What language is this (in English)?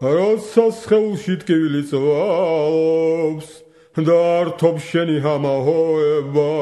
Georgian